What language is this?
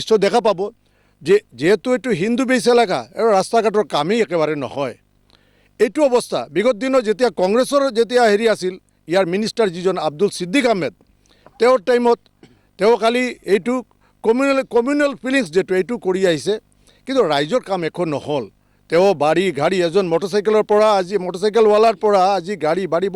Assamese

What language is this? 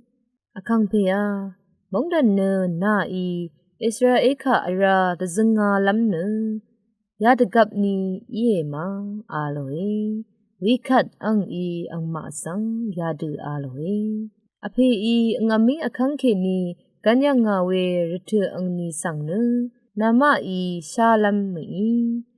Rawang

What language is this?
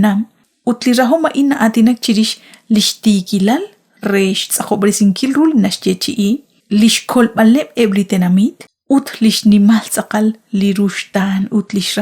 Kekchí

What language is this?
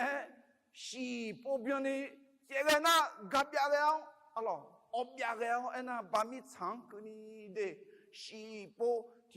Akha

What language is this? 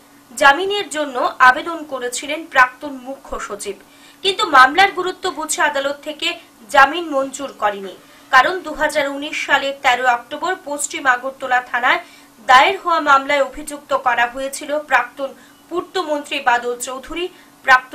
Bangla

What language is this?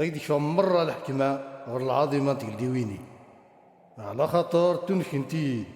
Kabyle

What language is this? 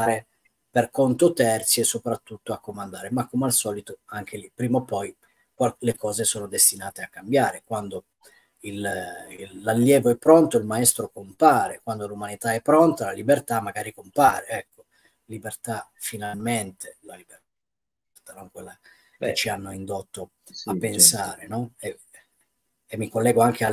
Italian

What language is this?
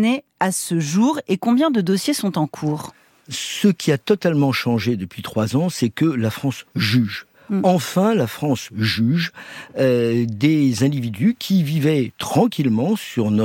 French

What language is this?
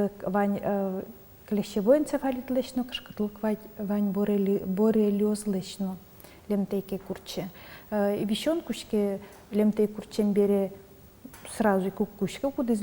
Udmurt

